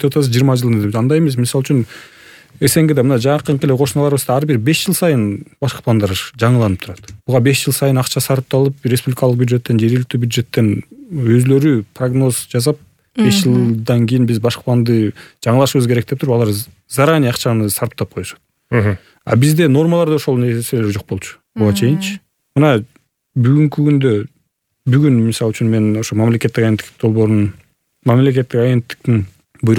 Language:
Kyrgyz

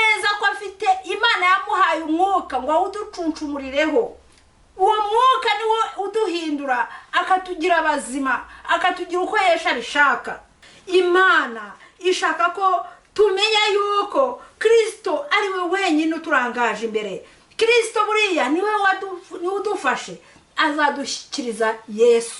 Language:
Kinyarwanda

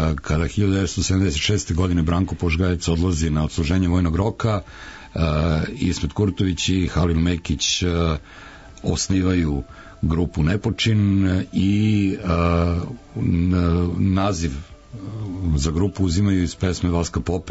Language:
Serbian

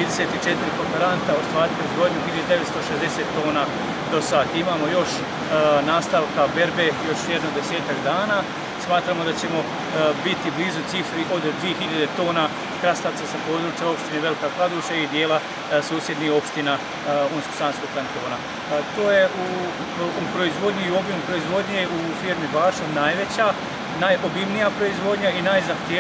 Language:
Bosnian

